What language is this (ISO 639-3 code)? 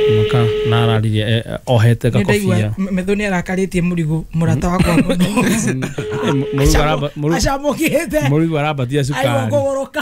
kik